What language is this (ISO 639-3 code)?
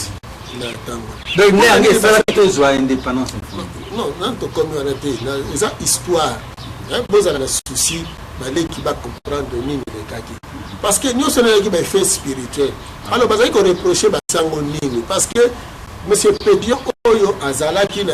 lin